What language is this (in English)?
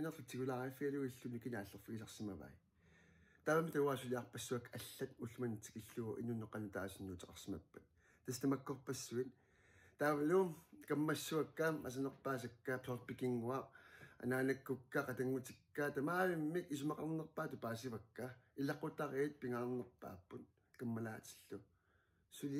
Kalaallisut